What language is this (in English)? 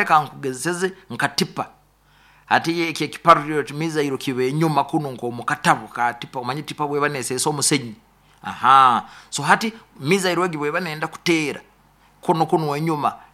Nyoro